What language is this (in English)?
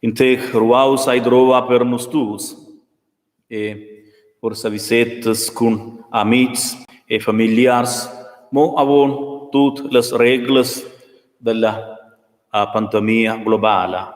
Romansh